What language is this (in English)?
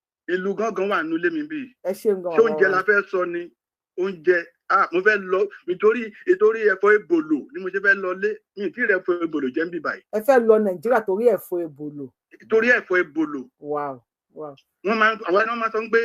Yoruba